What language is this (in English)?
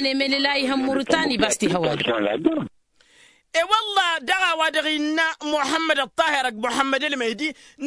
Tamasheq